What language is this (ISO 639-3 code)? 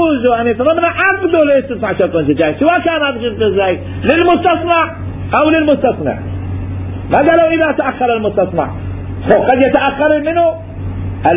acm